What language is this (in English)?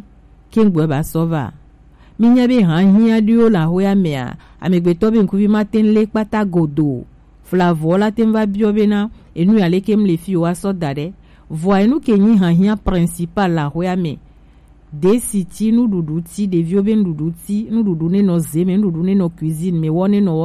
Gen